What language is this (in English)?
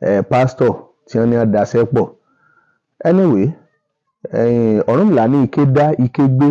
Yoruba